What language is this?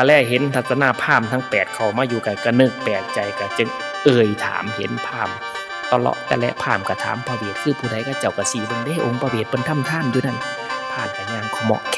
Northeastern Thai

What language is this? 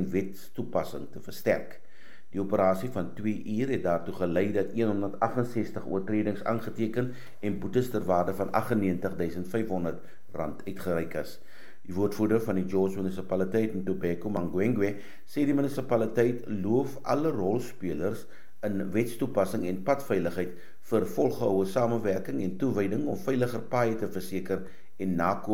Afrikaans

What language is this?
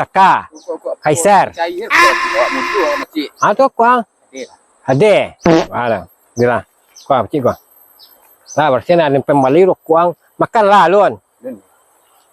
Minangkabau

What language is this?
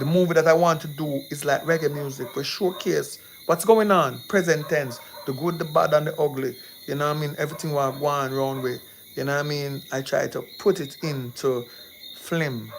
Jamaican Creole English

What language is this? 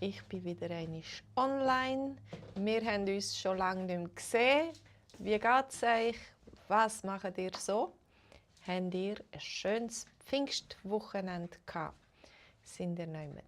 Swiss German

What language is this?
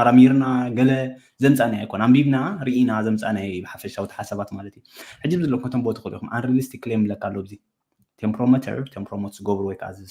Tigrinya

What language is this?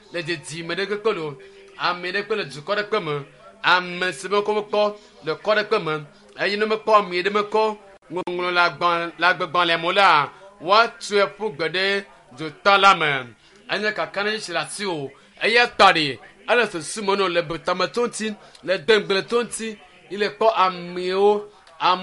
Ewe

